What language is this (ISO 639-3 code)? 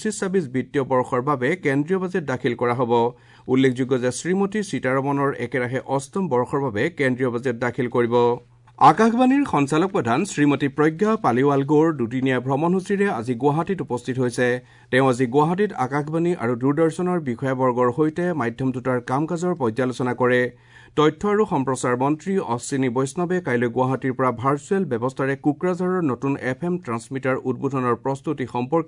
asm